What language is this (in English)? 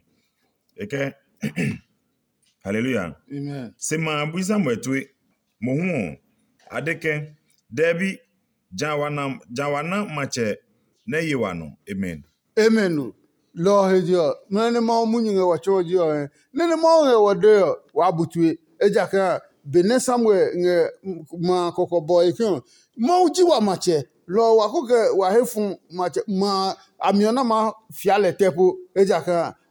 Adangme